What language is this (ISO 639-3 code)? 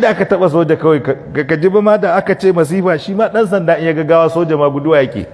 hau